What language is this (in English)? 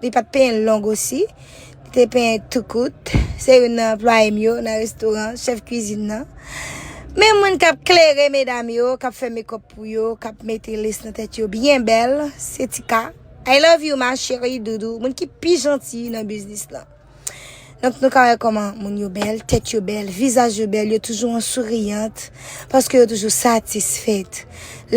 Haitian Creole